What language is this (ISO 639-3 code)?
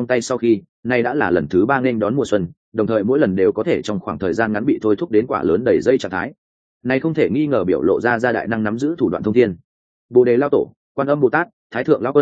vie